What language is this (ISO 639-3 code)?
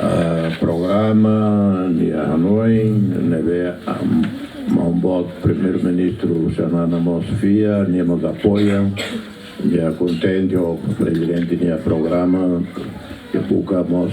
tet